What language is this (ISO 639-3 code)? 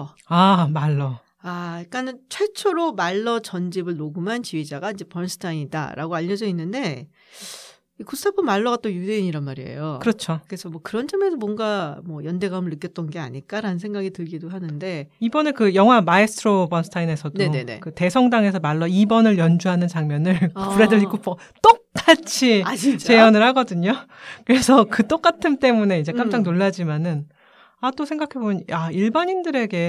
kor